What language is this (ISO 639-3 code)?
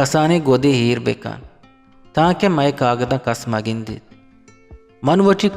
bgp